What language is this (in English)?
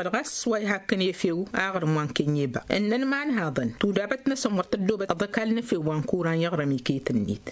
Tamasheq